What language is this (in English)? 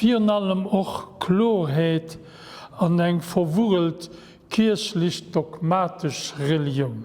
Luxembourgish